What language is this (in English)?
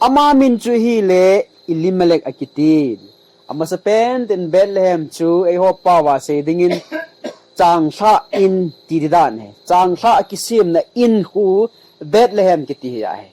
Thado Chin